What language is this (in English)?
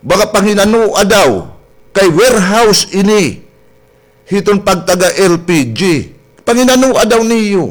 Waray